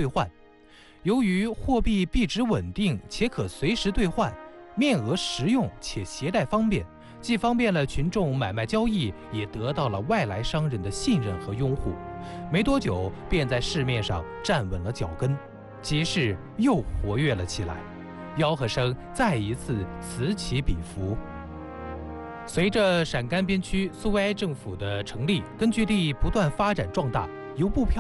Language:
Chinese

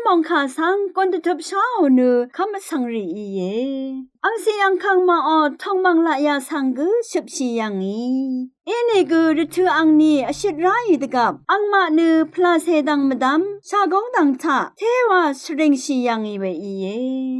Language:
Rawang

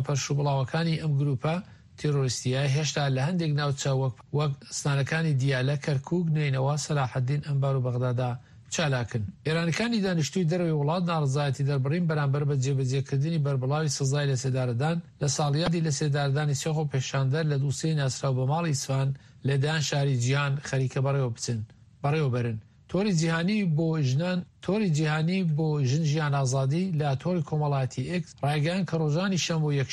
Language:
Central Kurdish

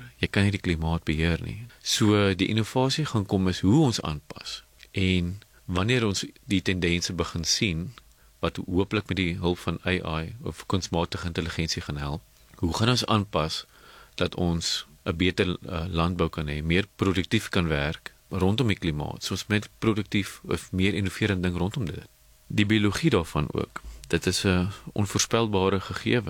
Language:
Afrikaans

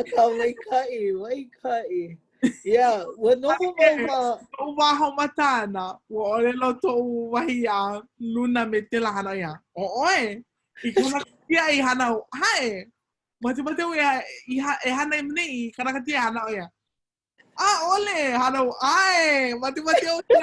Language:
Hawaiian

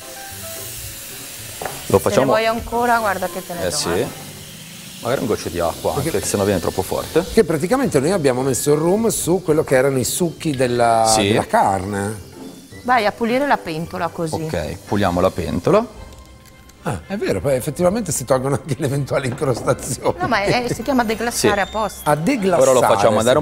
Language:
Italian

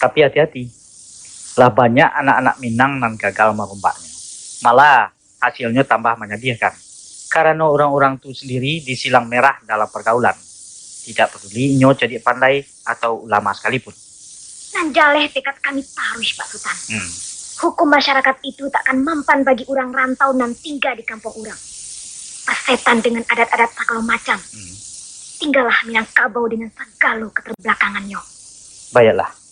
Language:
Minangkabau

